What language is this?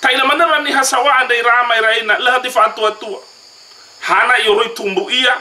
Nias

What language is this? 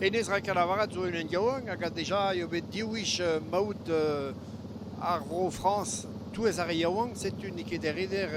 Breton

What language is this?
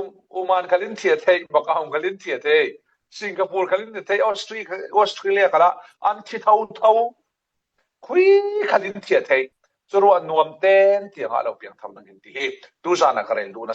Falam Chin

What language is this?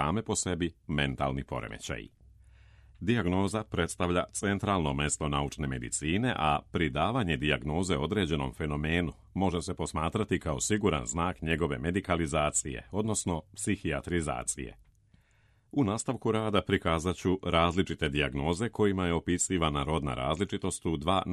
Serbian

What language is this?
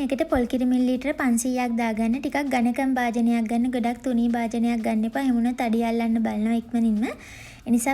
Sinhala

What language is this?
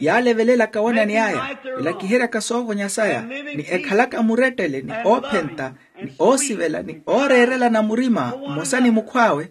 Makhuwa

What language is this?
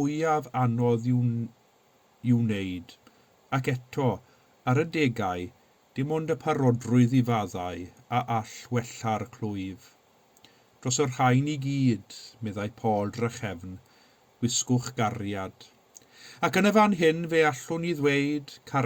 Welsh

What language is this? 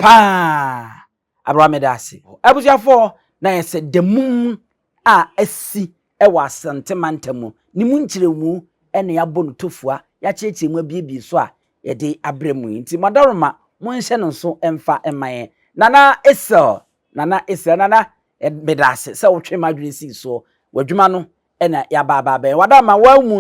Akan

